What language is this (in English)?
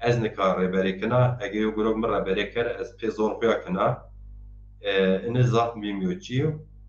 Zaza